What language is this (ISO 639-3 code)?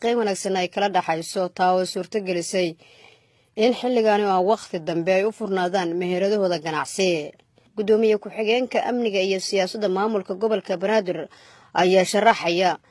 som